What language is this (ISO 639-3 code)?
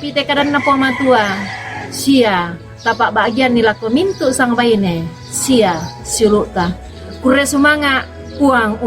sda